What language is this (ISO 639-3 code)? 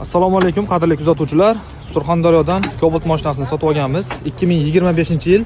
uzb